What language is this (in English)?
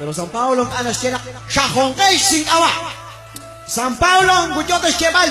Kekchí